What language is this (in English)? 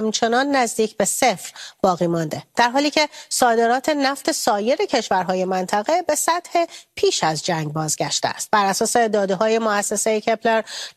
Persian